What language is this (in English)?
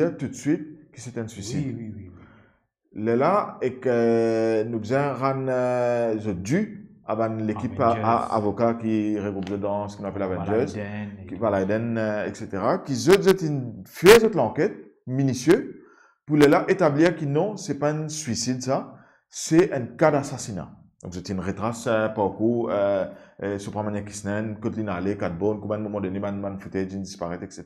Morisyen